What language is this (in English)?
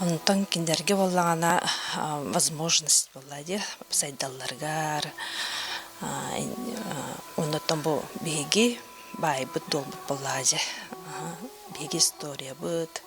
Yakut